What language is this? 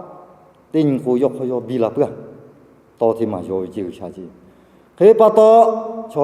Lahu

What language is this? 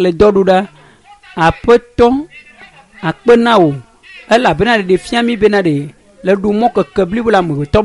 Ewe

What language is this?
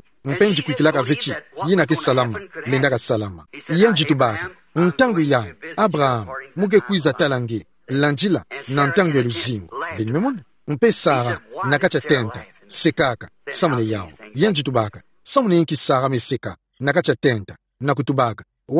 Kituba (Democratic Republic of Congo)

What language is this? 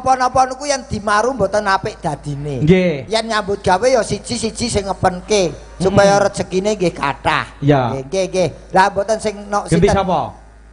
Javanese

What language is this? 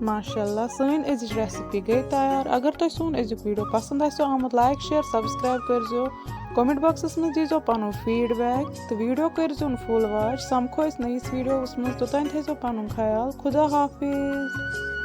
Kashmiri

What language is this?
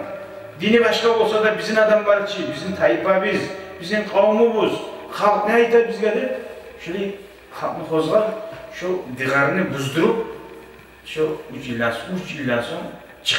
Kumyk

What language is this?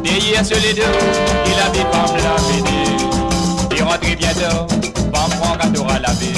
Morisyen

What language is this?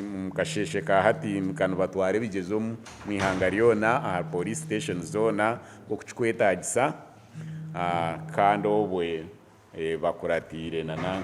Nyankole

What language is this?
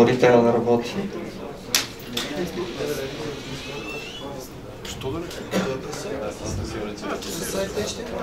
Bulgarian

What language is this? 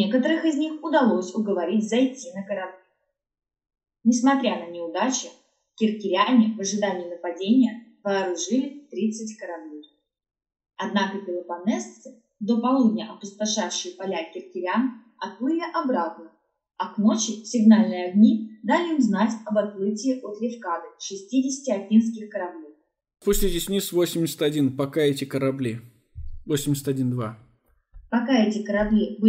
Russian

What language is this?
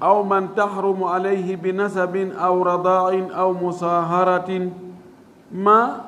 Fula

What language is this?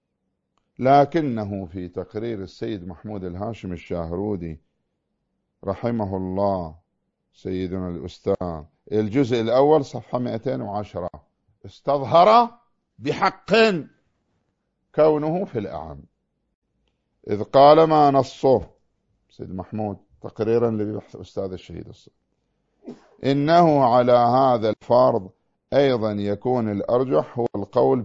Arabic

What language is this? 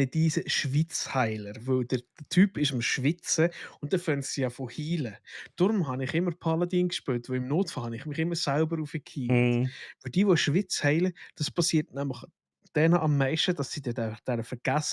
Swiss German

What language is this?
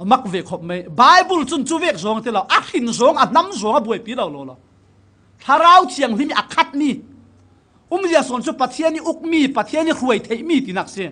Falam Chin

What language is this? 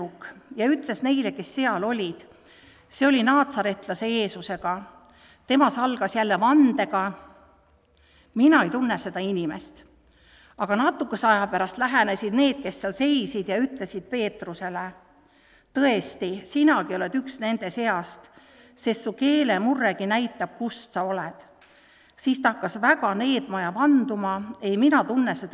Estonian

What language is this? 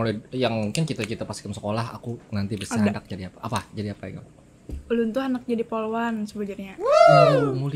Banjar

